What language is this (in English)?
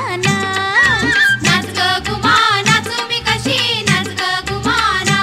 Marathi